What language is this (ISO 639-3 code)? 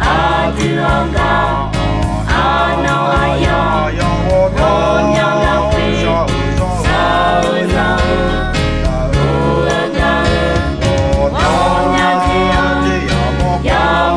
ahk